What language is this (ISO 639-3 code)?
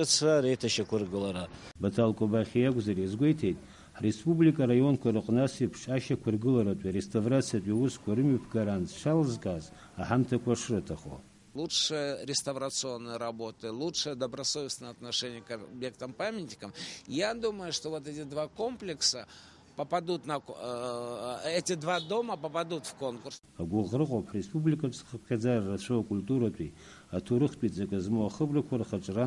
abk